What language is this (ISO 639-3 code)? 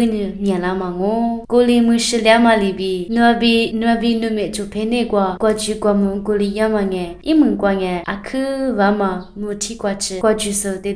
lis